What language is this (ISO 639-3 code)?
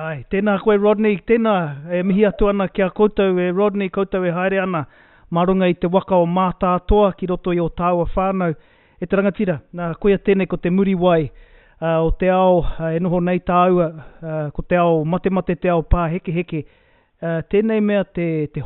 mri